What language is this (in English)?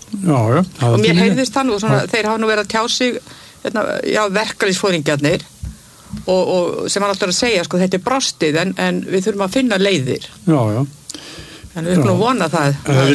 Icelandic